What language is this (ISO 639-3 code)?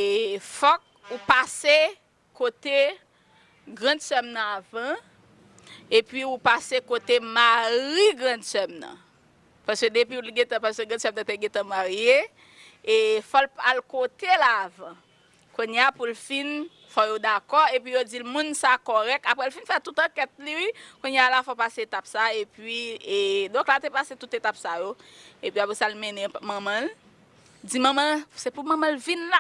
hat